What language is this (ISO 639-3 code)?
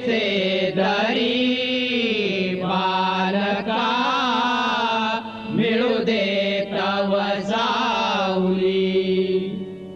mar